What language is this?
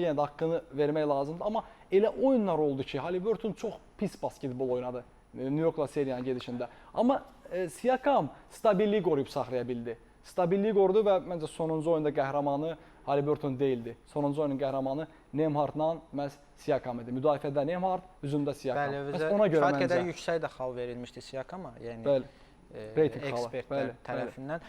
Azerbaijani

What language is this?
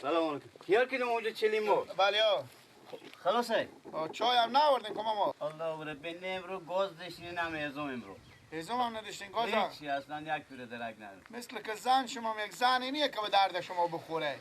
Persian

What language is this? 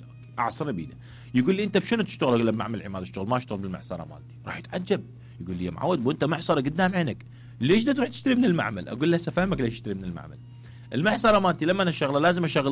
Mesopotamian Arabic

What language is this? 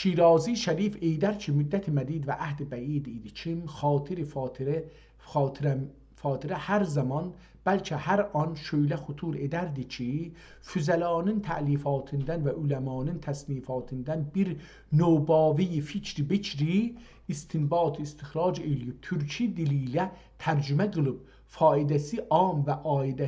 South Azerbaijani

